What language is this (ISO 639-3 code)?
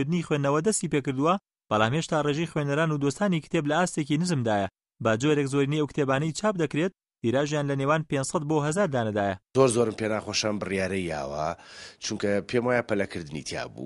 ckb